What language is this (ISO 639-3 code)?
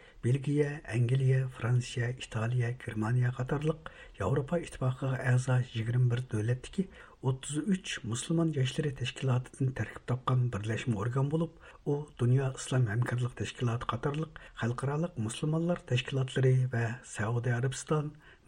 uig